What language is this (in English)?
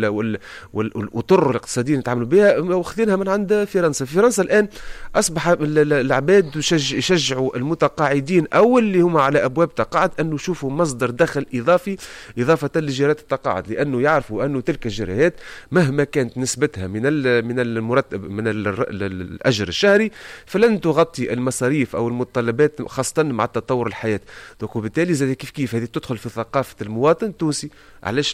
Tunisian Arabic